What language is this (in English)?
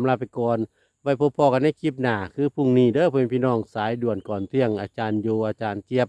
Northeastern Thai